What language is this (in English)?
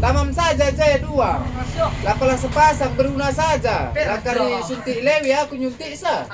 Batak Karo